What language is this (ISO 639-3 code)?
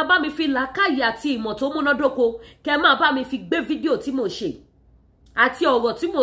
yor